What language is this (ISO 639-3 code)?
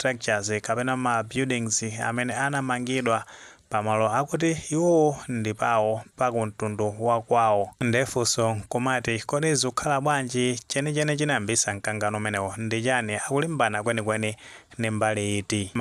nya